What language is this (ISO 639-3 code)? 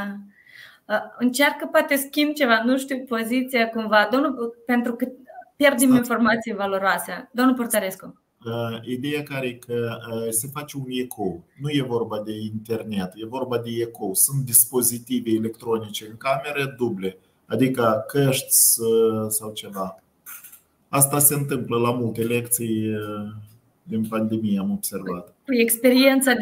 ron